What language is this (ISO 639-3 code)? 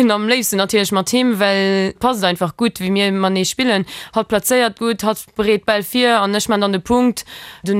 ltz